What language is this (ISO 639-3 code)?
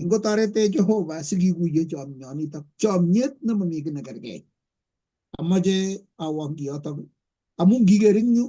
kln